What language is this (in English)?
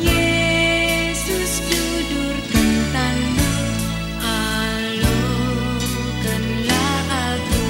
Batak Karo